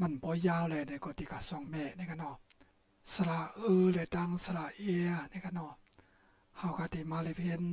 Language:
Shan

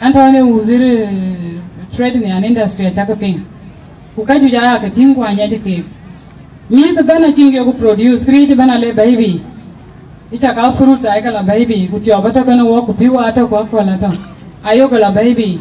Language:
Dinka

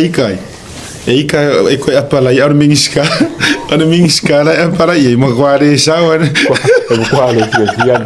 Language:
Samoan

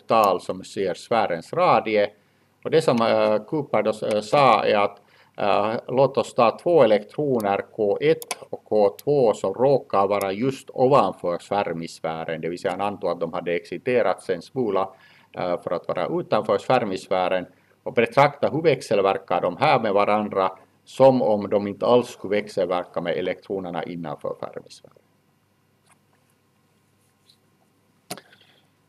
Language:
Swedish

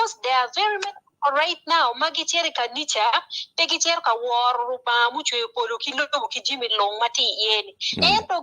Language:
Acoli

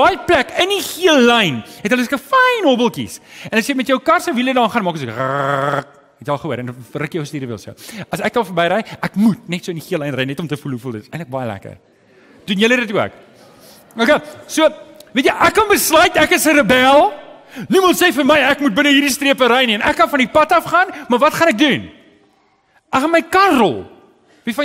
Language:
Afrikaans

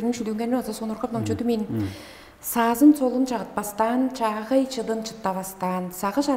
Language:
Tuvinian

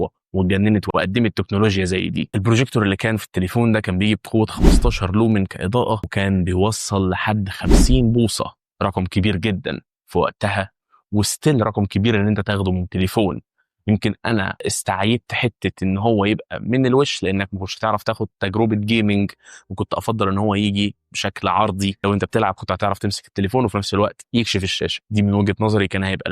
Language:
Egyptian Arabic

